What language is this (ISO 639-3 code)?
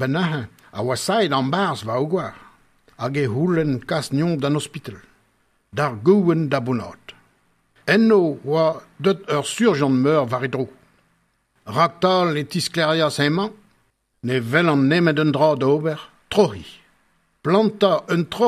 bre